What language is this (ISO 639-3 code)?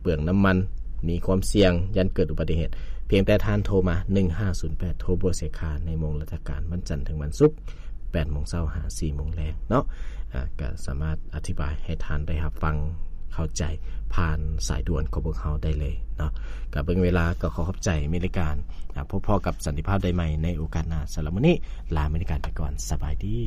lao